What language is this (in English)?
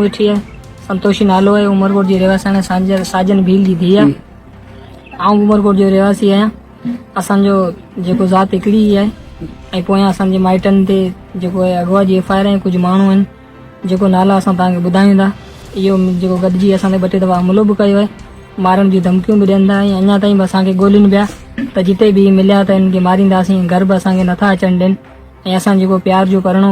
Sindhi